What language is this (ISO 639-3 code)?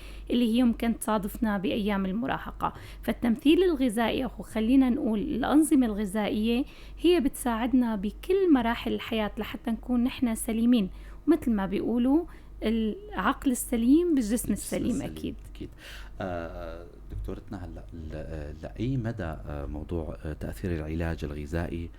apc